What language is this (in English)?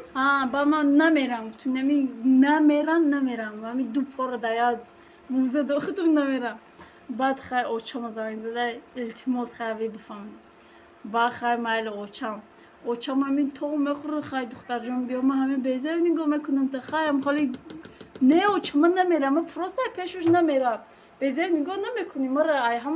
Tajik